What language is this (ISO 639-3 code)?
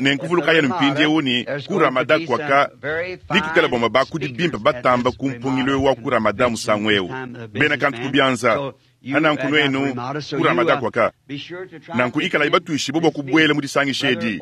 lua